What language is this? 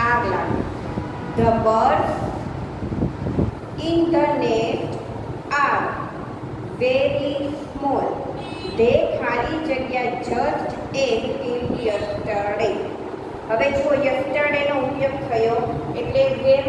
Gujarati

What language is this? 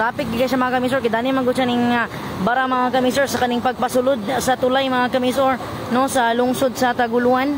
Cebuano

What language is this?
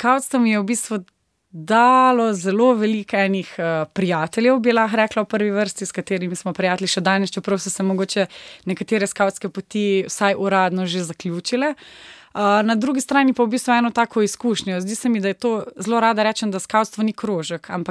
Slovenian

